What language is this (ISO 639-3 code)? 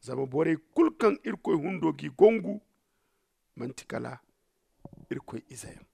dje